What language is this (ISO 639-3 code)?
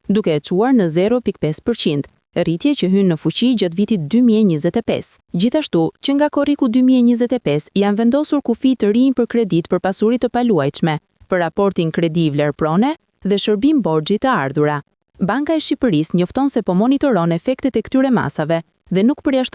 sqi